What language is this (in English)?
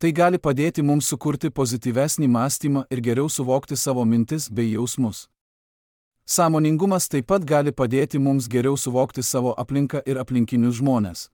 Lithuanian